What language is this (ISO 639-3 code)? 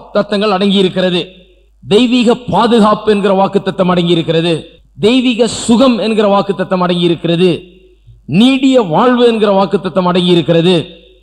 tam